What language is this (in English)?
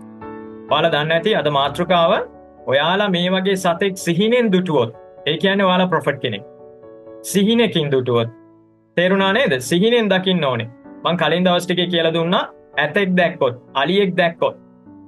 Sinhala